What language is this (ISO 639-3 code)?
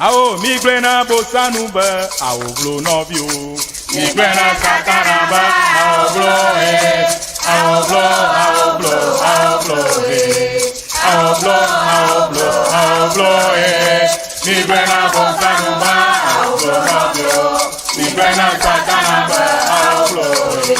ewe